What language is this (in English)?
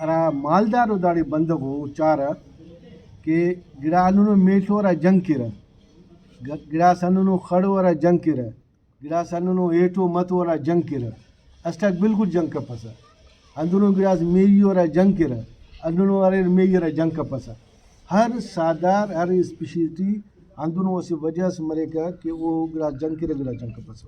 Brahui